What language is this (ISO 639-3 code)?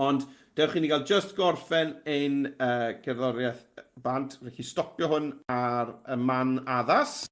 cym